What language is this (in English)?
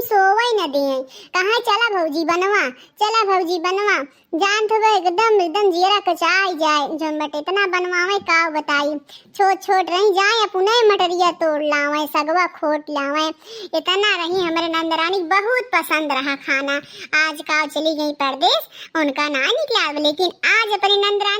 Awadhi